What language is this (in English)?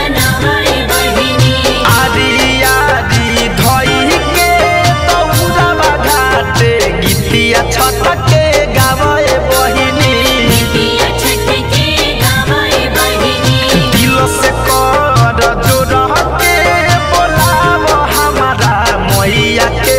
Bhojpuri